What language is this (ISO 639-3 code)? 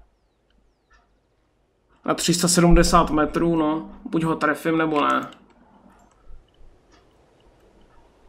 ces